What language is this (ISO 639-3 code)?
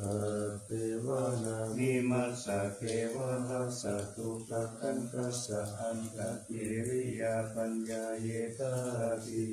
pli